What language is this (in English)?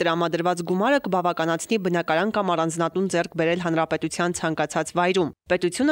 Armenian